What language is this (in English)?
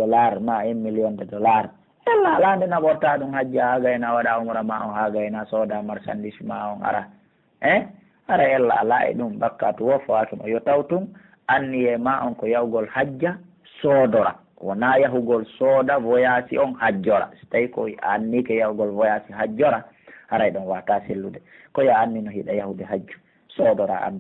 Pular